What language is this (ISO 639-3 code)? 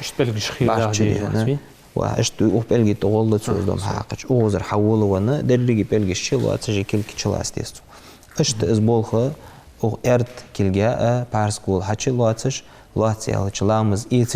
inh